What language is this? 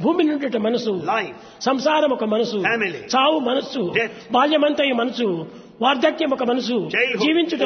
Telugu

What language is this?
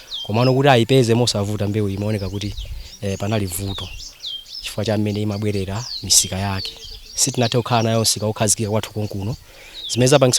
Nyanja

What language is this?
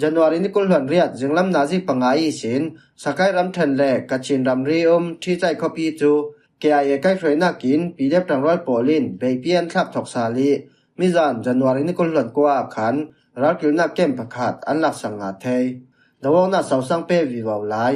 Falam Chin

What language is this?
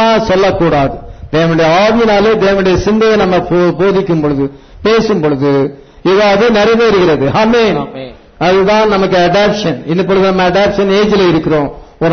Tamil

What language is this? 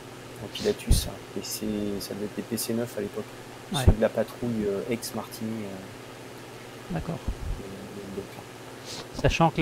French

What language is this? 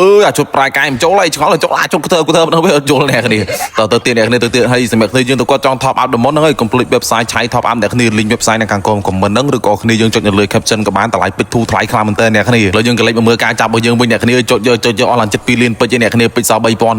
Khmer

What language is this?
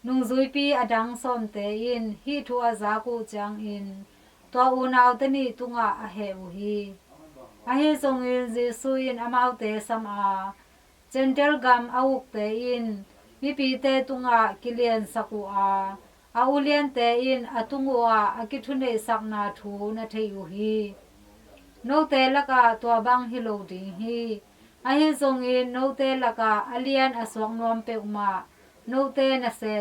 Tedim Chin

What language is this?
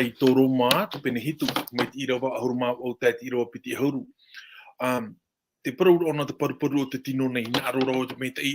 Tahitian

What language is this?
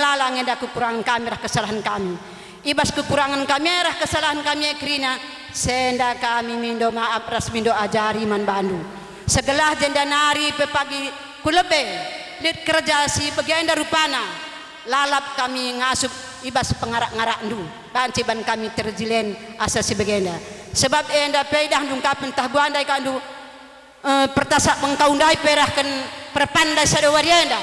Batak Karo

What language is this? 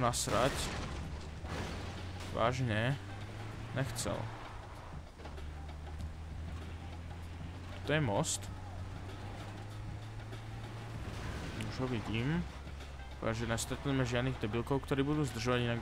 Slovak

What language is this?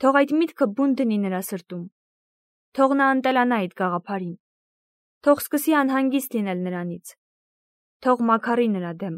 Armenian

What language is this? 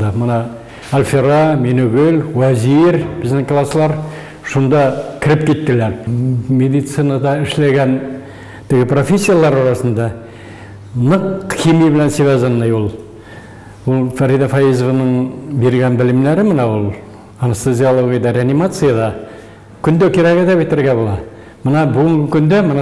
Tatar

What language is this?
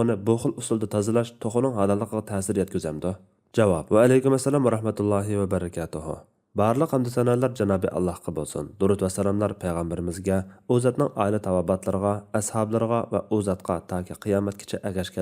Uyghur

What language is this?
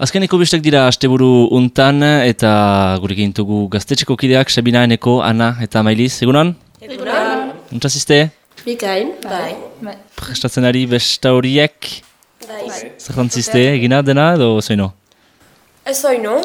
Basque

